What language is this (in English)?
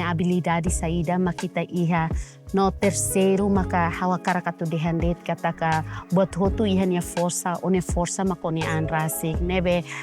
Tetum